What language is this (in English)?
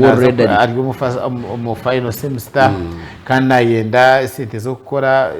Nyankole